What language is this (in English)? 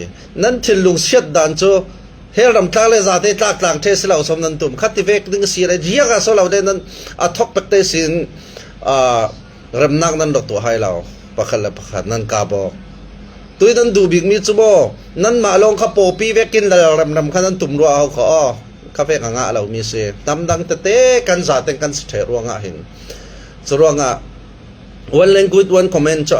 Falam Chin